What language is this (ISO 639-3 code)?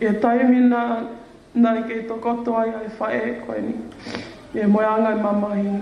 ton